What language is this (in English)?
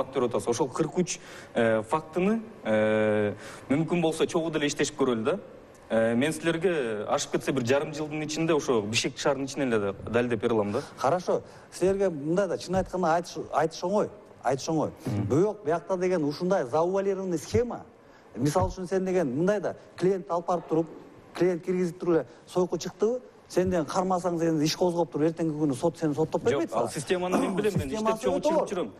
Kyrgyz